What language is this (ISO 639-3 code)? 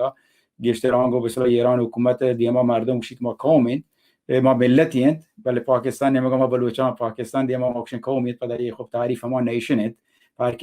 bal